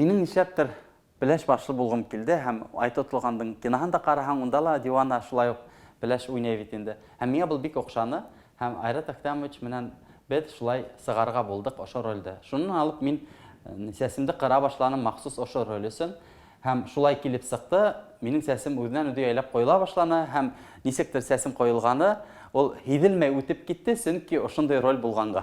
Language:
Bashkir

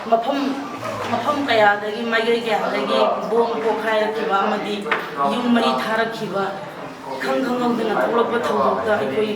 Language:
Manipuri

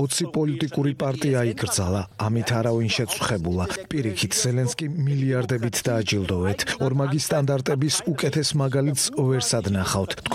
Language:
Georgian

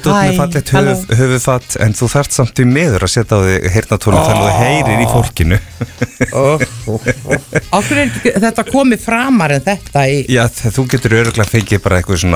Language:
Icelandic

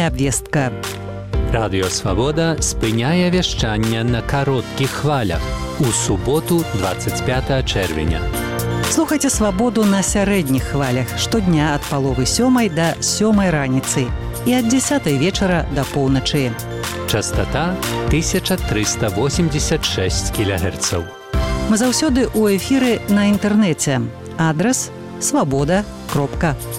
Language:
Belarusian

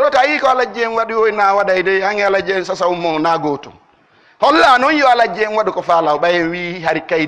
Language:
Pular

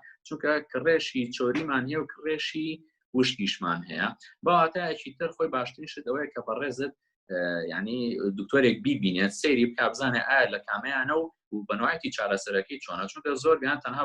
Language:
Central Kurdish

